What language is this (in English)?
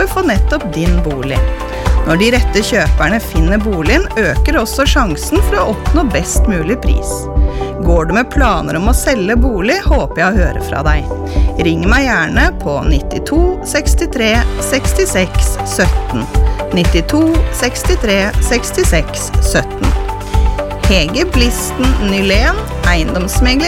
Norwegian